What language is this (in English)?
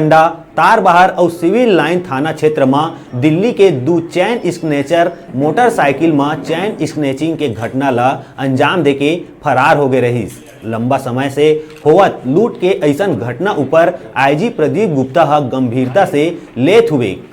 Chhattisgarhi